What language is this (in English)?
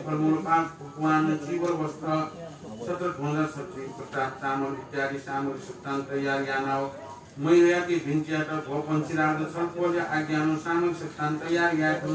Newari